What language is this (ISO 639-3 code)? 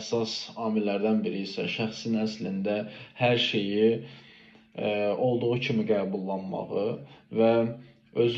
aze